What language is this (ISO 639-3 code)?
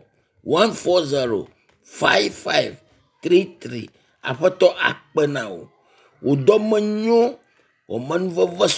ewe